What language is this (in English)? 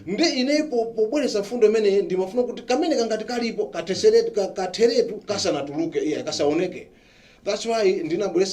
Nyanja